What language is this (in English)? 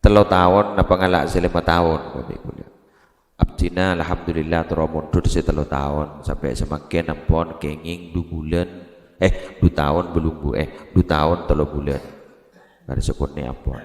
Madurese